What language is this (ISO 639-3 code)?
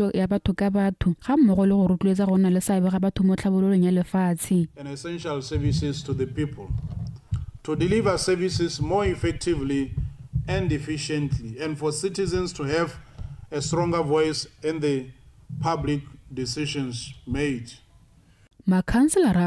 tsn